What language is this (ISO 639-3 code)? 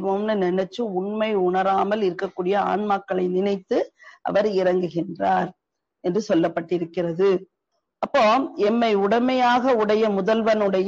tam